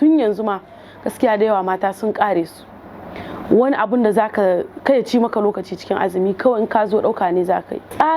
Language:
Hausa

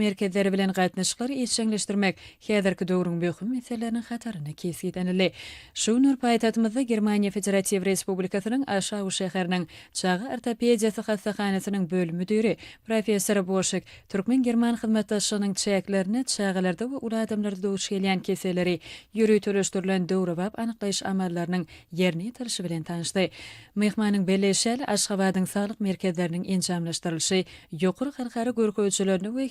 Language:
Turkmen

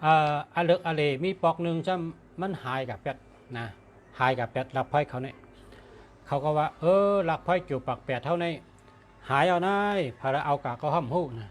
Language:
Shan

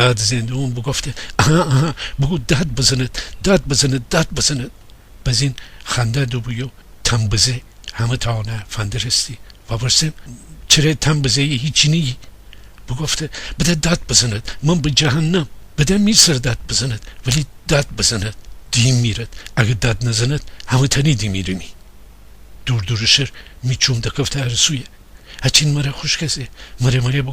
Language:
Gilaki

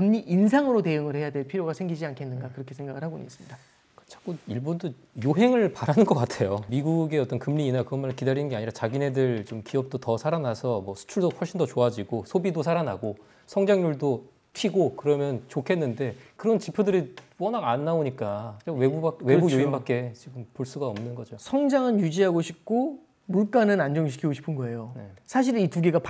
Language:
Korean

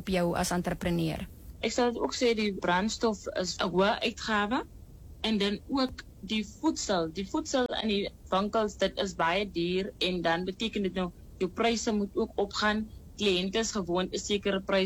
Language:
Afrikaans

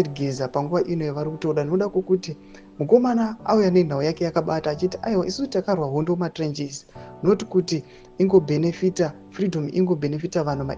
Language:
Shona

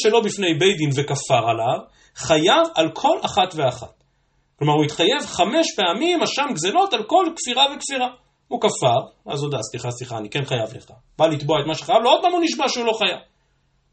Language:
Hebrew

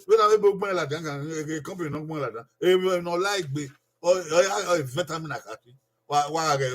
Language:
Bini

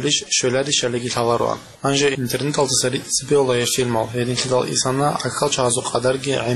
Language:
Avaric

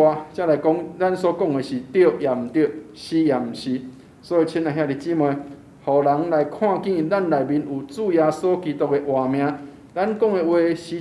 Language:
Min Nan Chinese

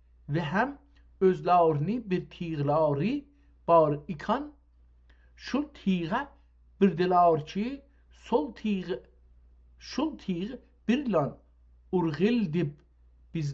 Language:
South Azerbaijani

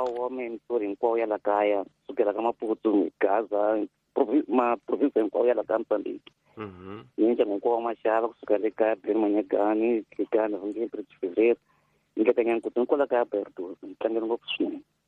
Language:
Tsonga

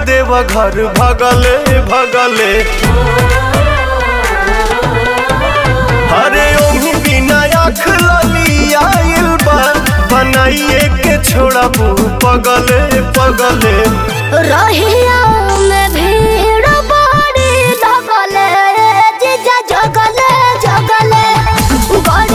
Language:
Bhojpuri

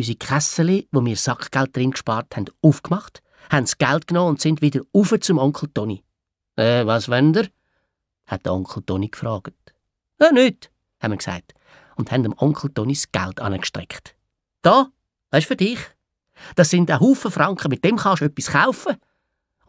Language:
Swiss German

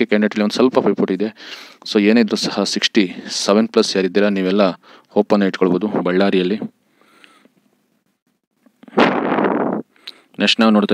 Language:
Kannada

